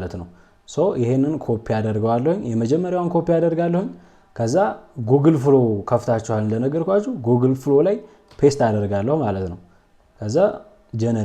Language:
Amharic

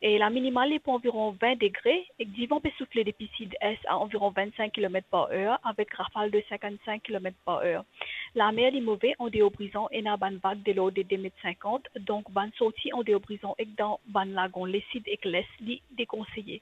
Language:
Morisyen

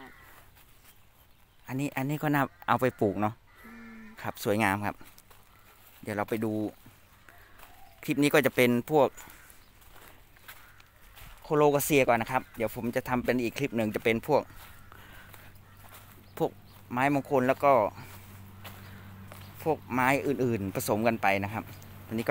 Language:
Thai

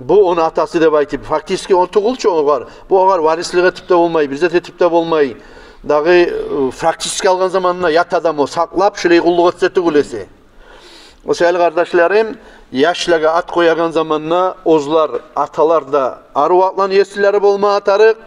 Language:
Kumyk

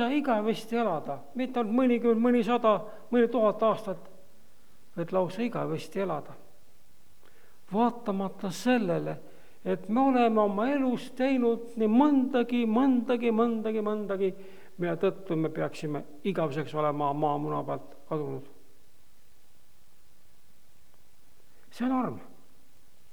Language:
Estonian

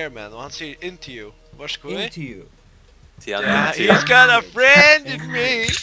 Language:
Faroese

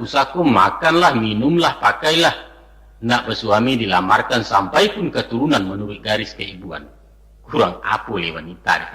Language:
Minangkabau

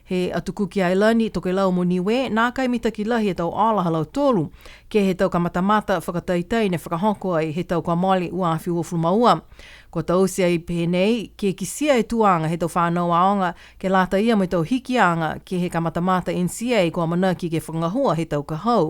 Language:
Niuean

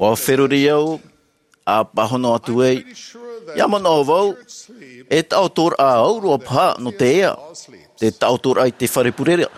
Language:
Tahitian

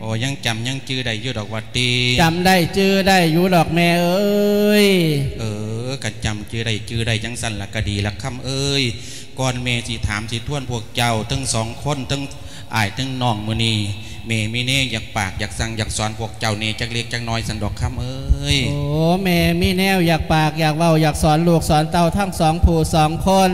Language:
Lao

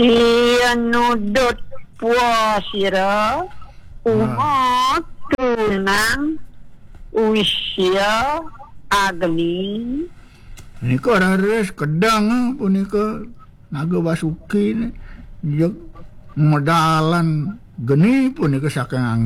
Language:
Balinese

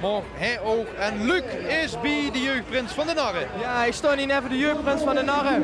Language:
Limburgish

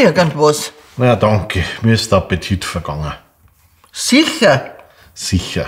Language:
Bavarian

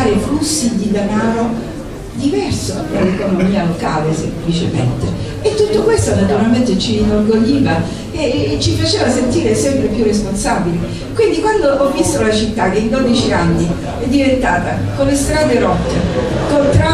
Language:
Italian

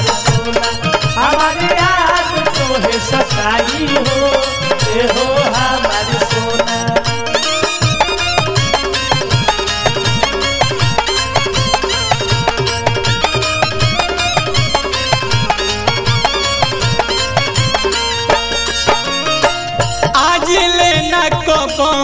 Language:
Bhojpuri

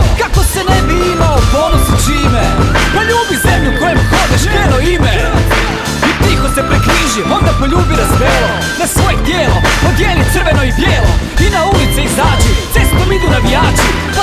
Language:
Croatian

